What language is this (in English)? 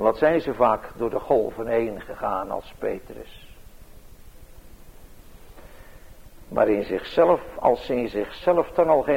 Dutch